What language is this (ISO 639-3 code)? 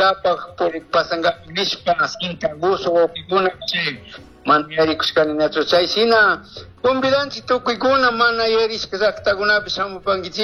qug